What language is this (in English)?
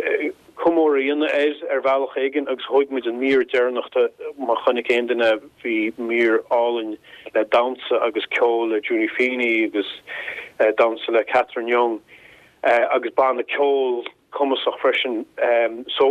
Irish